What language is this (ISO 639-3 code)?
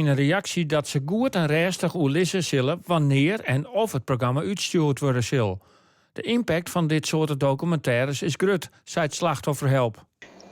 fry